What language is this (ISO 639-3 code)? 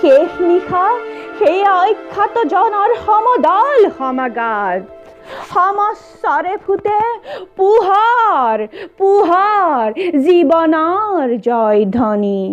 asm